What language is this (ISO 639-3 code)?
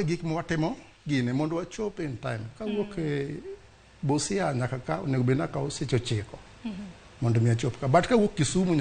luo